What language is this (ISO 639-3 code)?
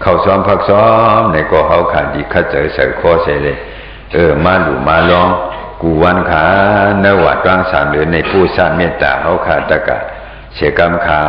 shn